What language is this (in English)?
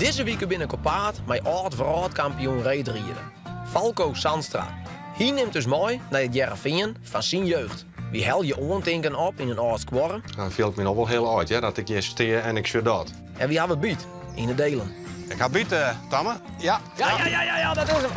Western Frisian